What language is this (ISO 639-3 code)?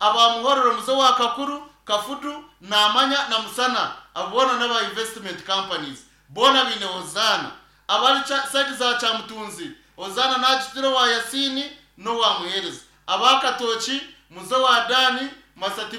nyn